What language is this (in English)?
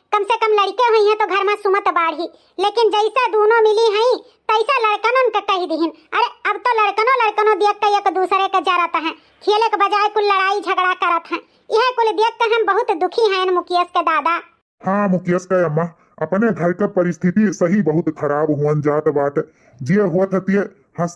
Awadhi